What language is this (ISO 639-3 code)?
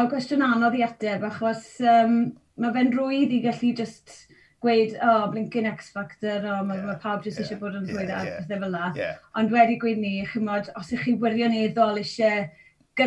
cym